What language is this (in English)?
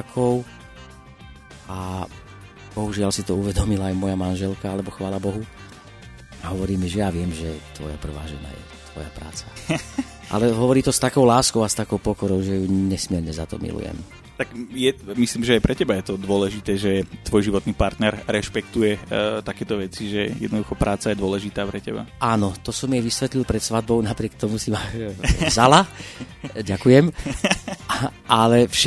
Slovak